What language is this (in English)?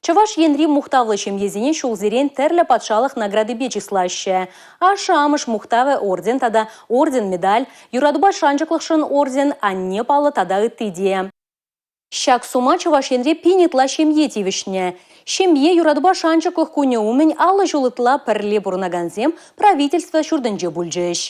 Chuvash